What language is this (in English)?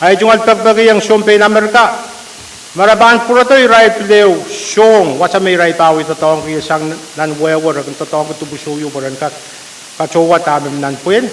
Pohnpeian